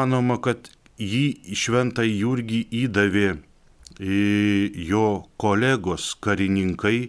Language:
Lithuanian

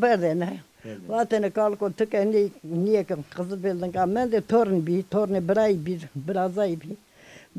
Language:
Zaza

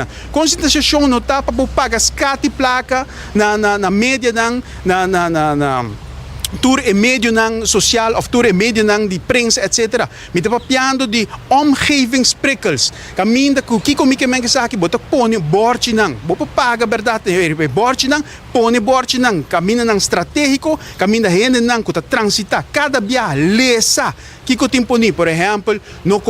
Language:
Papiamento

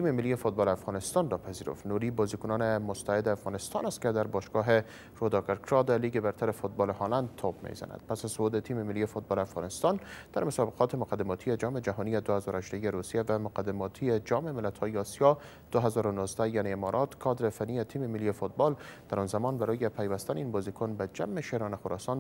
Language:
Persian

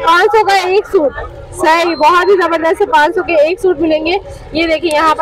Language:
Hindi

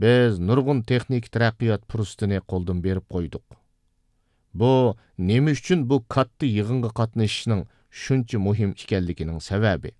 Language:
Uyghur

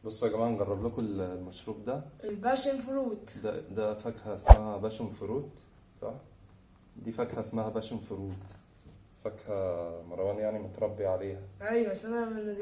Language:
Egyptian Arabic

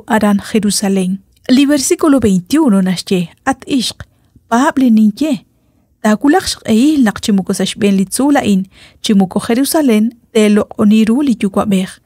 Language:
Kekchí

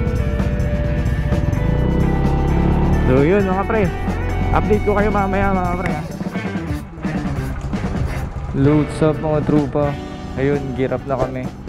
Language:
Filipino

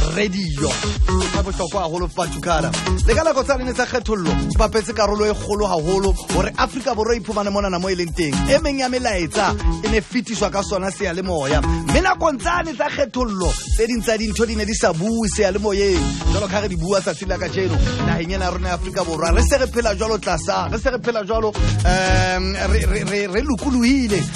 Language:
Southern Sotho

